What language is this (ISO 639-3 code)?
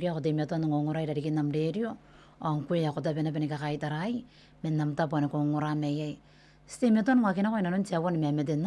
gil